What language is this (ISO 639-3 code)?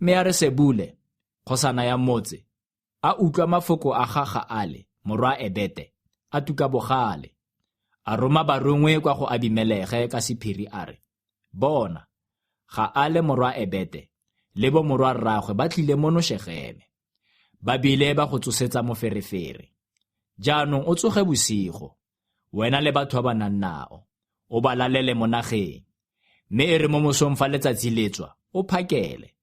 tsn